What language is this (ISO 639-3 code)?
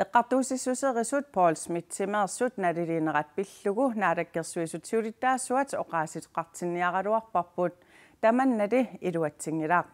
kal